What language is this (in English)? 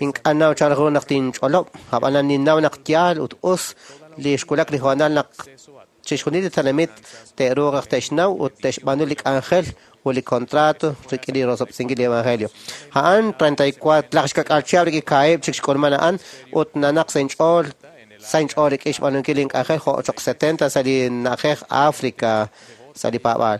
Kekchí